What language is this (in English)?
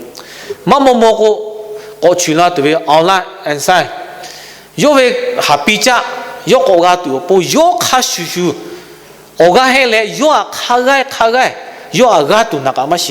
Lahu